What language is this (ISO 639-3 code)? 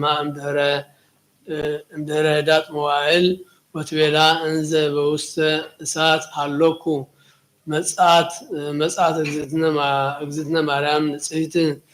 gez